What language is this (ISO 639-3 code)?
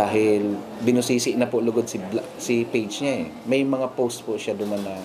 bik